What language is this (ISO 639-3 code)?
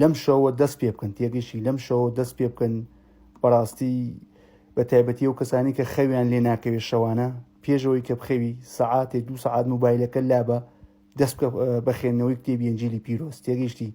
ckb